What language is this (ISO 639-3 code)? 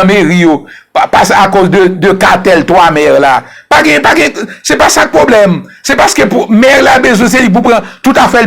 hat